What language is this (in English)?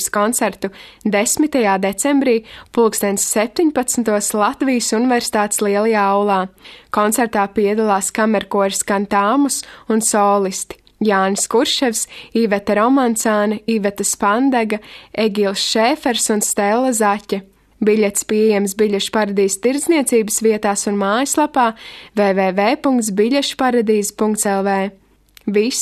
Latvian